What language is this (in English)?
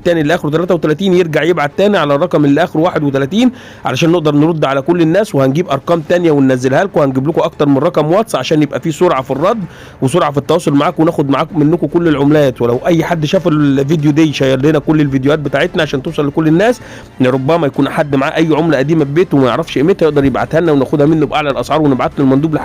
Egyptian Arabic